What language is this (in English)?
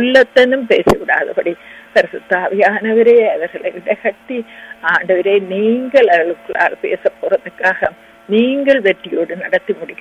Tamil